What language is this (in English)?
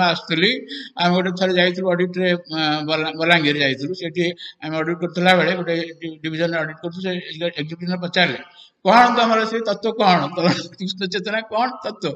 Odia